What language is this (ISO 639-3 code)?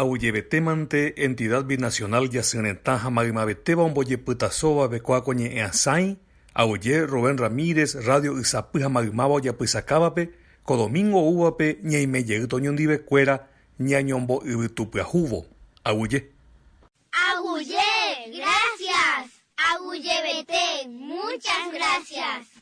grn